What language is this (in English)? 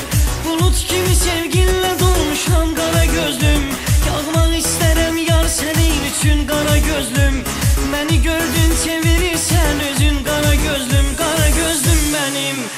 Turkmen